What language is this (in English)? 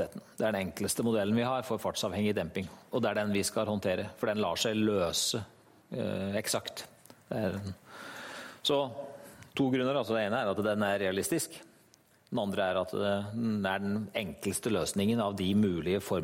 Norwegian